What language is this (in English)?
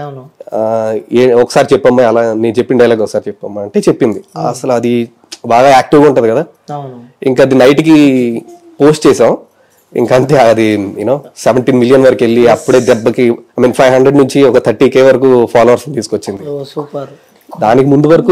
Telugu